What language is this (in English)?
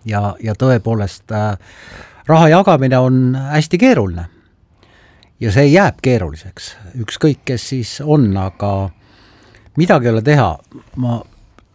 Estonian